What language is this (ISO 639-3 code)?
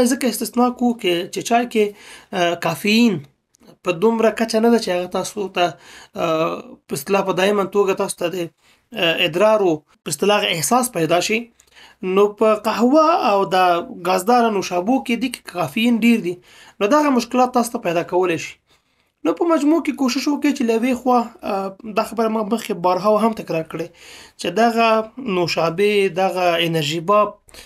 pus